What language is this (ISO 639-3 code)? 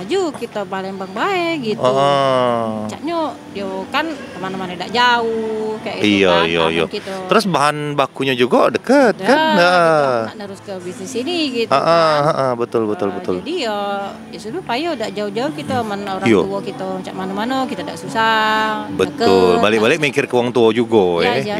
mui